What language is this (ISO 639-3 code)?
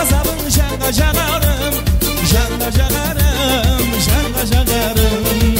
kaa